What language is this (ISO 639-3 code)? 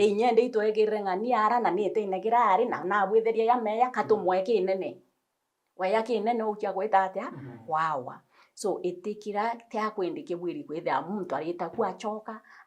mer